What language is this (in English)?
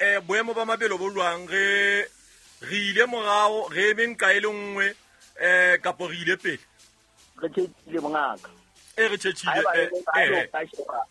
Southern Sotho